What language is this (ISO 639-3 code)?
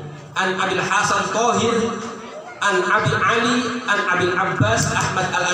ind